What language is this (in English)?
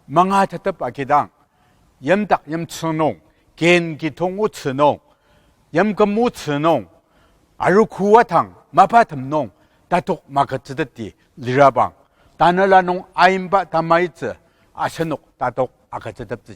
Ao Naga